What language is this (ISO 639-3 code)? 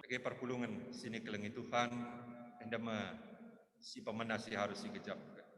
btx